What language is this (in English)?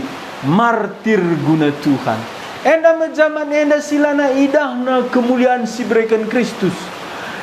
Batak Karo